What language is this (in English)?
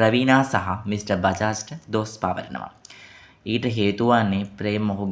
Sinhala